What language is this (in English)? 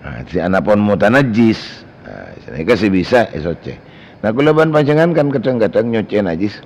Madurese